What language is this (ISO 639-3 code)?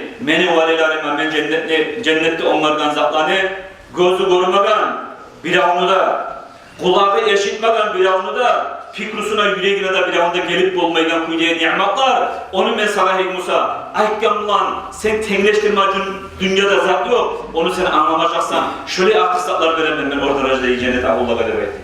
kum